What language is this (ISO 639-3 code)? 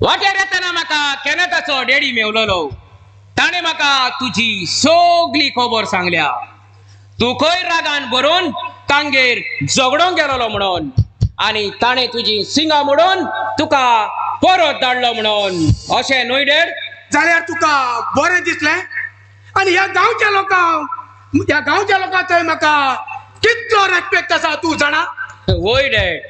kok